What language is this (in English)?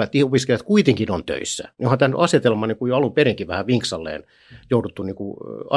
Finnish